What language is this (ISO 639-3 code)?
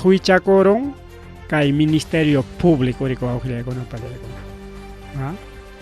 quy